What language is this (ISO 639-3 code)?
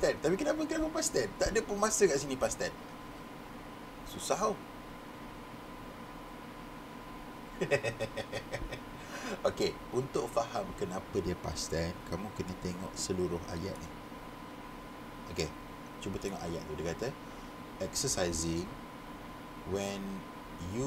msa